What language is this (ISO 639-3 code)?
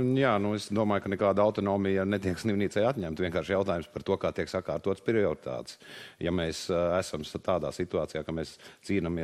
lav